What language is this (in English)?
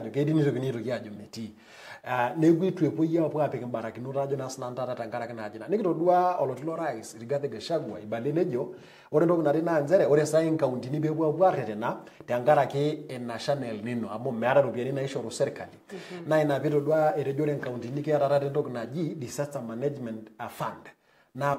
Masai